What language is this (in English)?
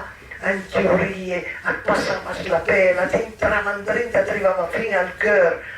Piedmontese